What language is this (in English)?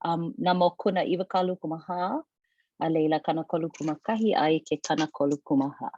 Hawaiian